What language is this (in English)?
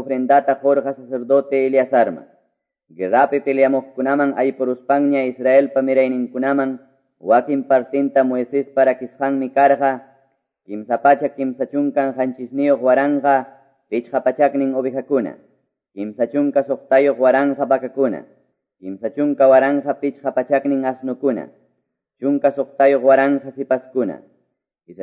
Quechua